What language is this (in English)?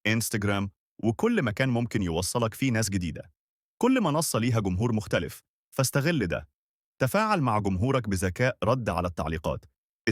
Egyptian Arabic